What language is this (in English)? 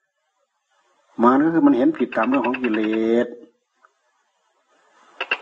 Thai